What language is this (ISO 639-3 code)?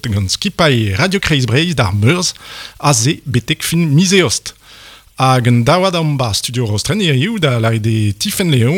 bre